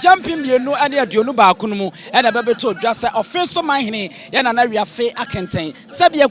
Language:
Akan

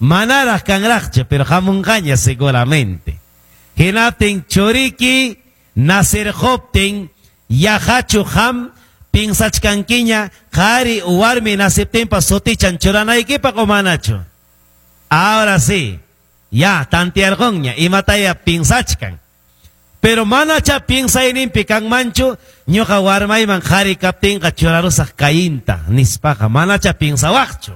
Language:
Quechua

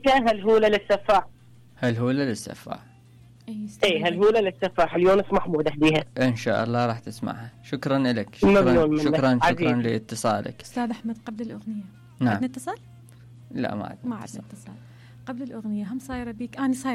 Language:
Mesopotamian Arabic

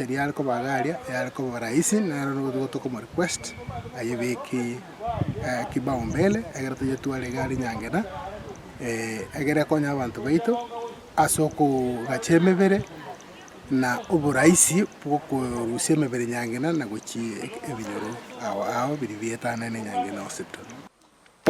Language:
Gusii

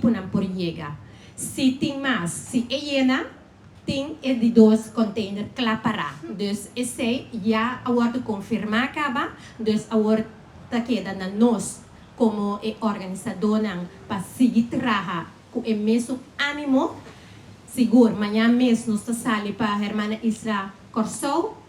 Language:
Papiamento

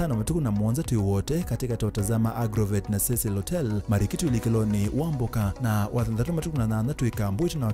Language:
Kamba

